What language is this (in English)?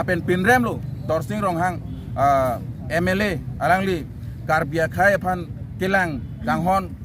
Karbi